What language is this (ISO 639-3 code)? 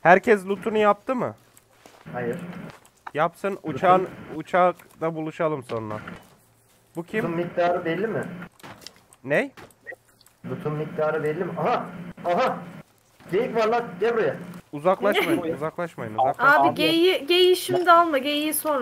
tur